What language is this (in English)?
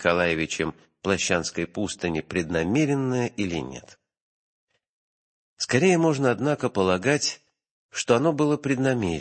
Russian